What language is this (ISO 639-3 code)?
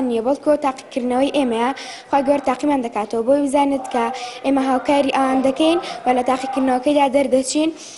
ckb